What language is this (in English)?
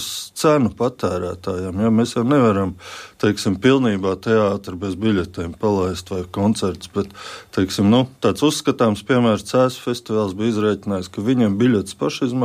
Latvian